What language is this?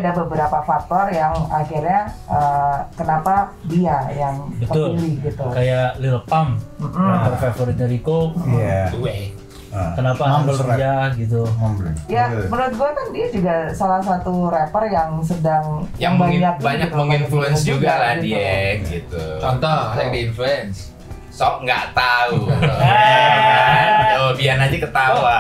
Indonesian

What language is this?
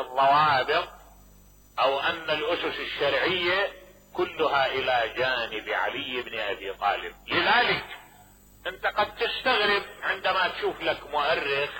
Mesopotamian Arabic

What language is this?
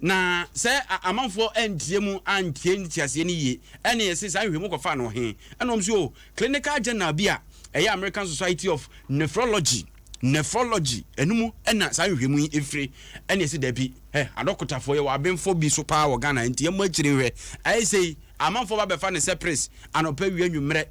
Akan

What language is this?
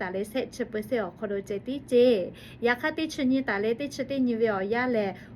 Lahu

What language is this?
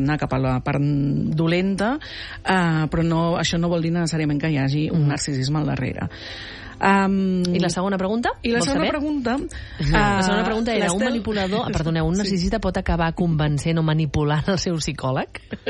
Catalan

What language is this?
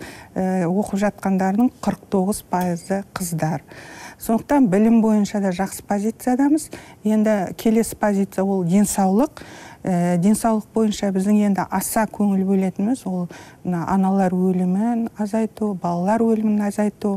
Kazakh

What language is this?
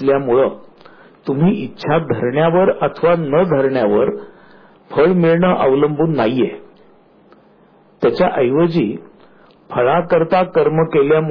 Marathi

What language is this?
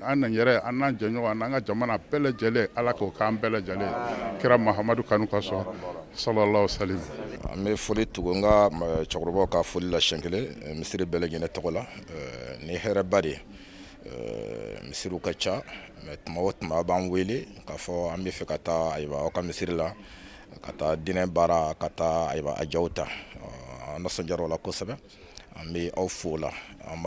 Bambara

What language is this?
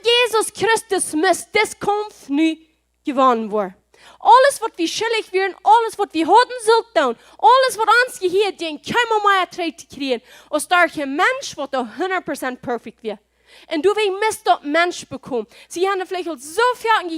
Plautdietsch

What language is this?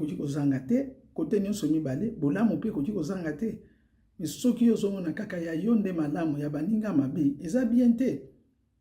Lingala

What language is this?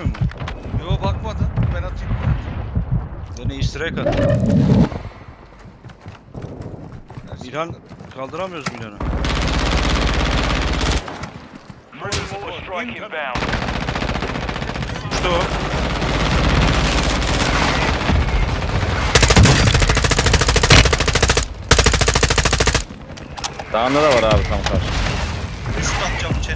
Turkish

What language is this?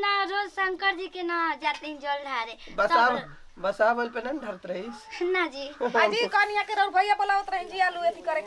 Bhojpuri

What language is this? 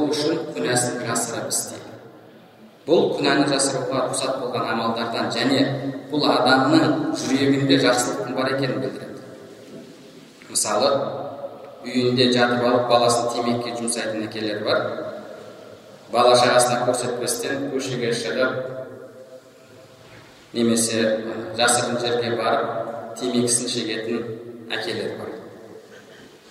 Kazakh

